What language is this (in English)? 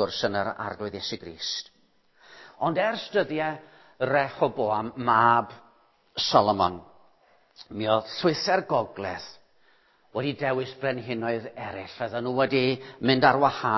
Welsh